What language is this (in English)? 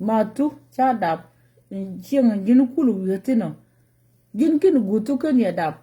Nuer